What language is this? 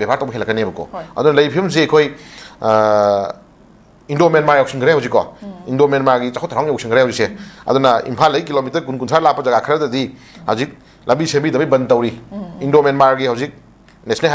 Manipuri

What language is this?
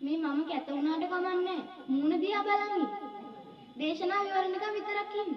Sinhala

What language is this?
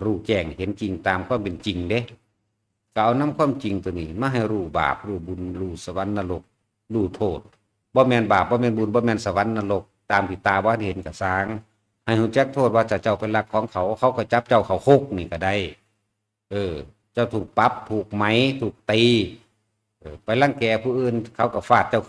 Northeastern Thai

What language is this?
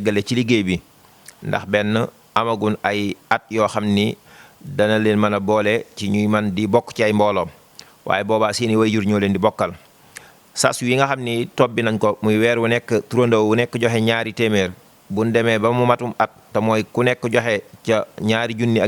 Wolof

